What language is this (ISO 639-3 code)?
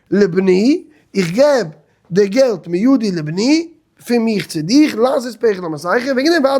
yid